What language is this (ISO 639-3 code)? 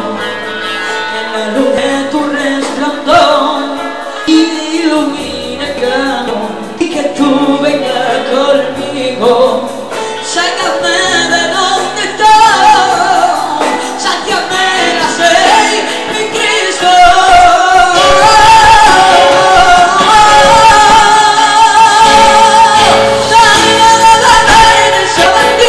spa